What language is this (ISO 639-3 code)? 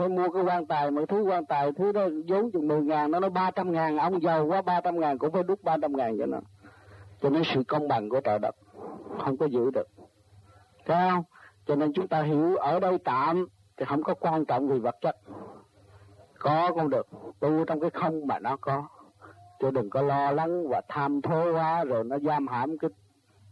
vie